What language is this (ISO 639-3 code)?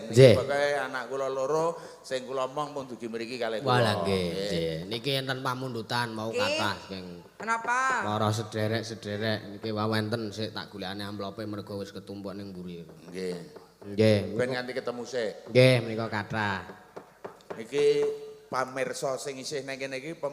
jav